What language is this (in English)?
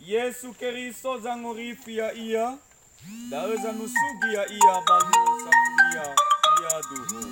Nias